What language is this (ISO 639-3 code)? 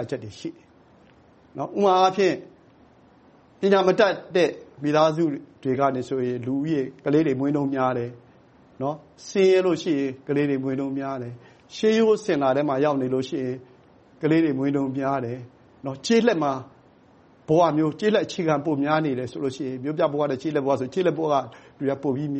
mya